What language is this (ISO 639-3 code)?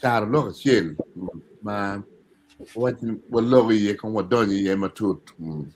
ach